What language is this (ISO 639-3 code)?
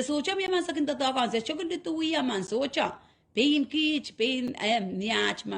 pon